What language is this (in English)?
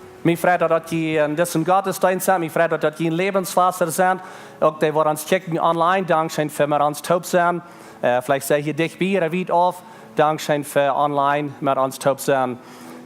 Plautdietsch